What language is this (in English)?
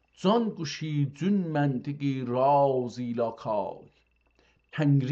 South Azerbaijani